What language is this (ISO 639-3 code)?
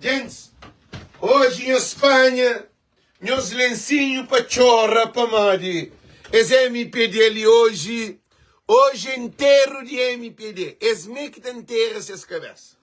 kea